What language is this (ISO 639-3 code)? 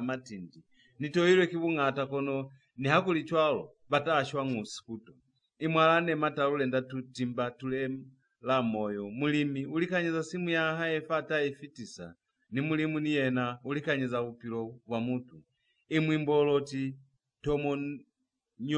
loz